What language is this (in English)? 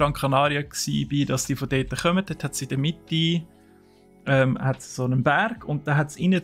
Swiss German